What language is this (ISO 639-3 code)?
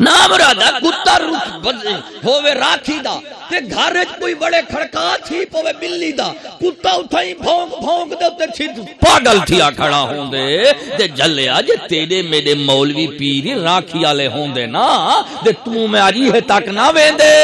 skr